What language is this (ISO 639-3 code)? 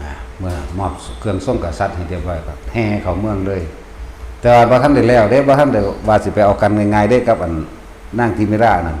tts